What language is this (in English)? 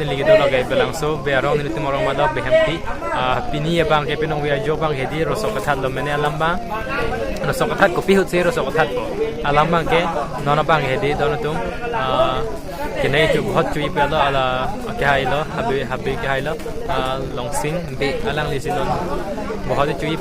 Karbi